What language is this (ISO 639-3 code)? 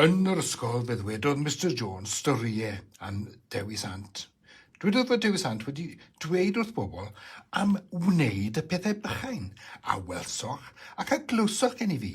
cym